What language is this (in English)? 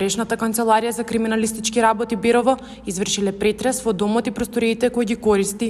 Macedonian